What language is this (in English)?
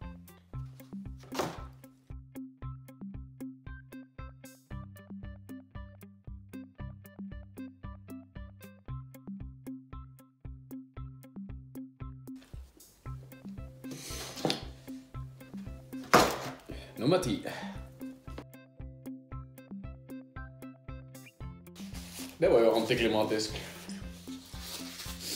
Norwegian